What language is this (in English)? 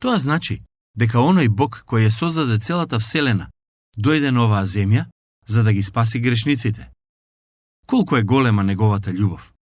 Macedonian